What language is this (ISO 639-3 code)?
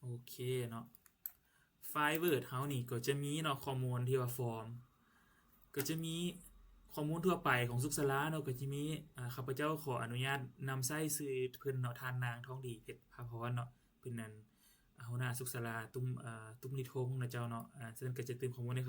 lao